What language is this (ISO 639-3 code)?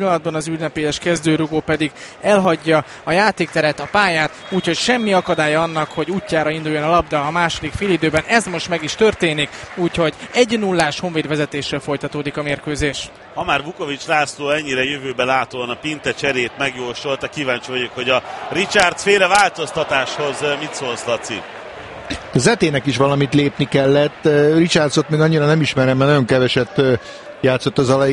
hun